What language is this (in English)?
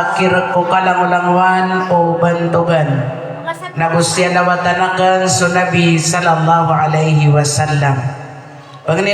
Maranao